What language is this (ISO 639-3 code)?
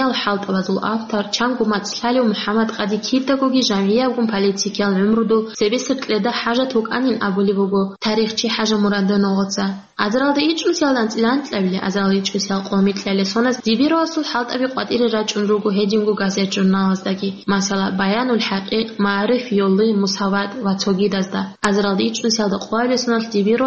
ava